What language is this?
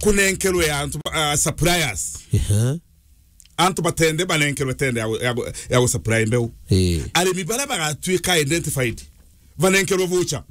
Meru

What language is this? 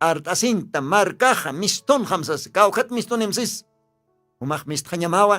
Aymara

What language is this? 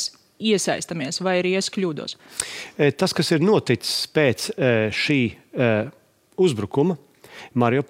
Latvian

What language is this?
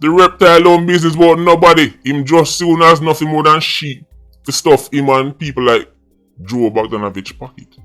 Jamaican Creole English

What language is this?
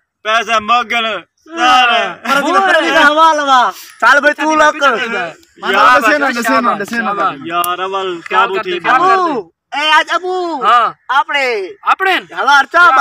Saraiki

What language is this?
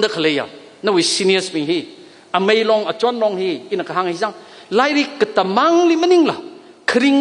Tangkhul Naga (India)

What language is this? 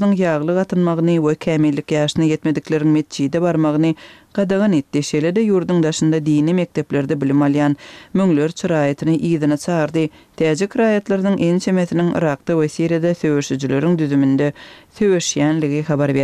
Turkmen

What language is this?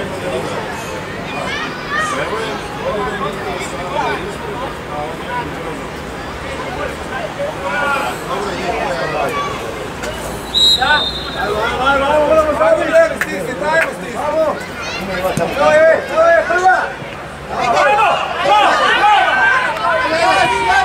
Croatian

